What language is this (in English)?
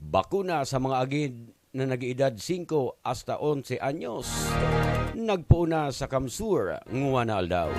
Buhi'non Bikol